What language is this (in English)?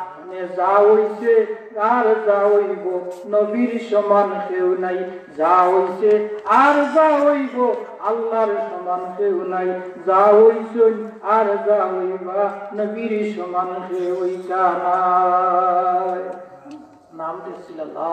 Sylheti